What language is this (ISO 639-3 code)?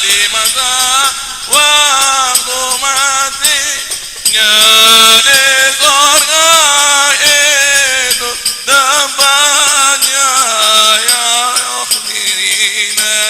bew